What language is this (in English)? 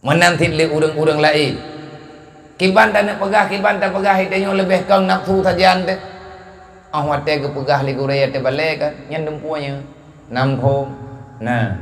Achinese